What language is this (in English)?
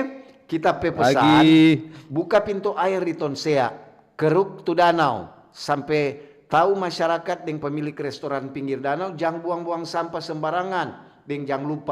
Manado Malay